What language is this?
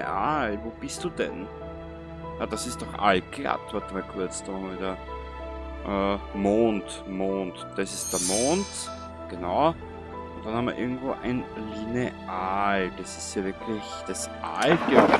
Bavarian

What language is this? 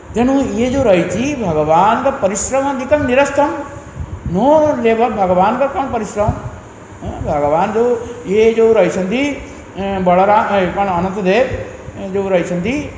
Odia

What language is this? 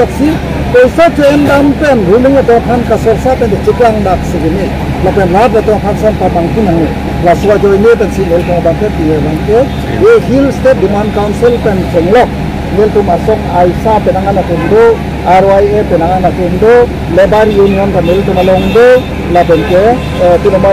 Karbi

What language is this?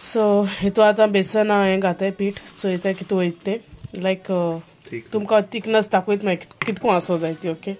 Konkani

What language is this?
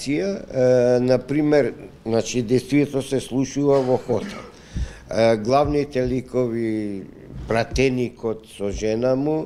Macedonian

